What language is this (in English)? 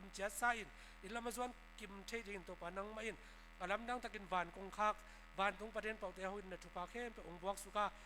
Tedim Chin